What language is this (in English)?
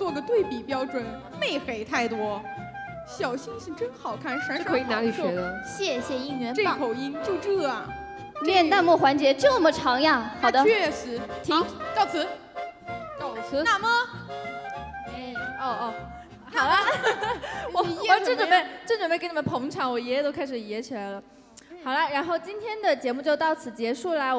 Chinese